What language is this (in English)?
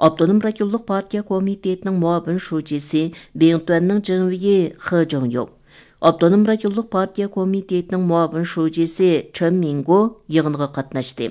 Uyghur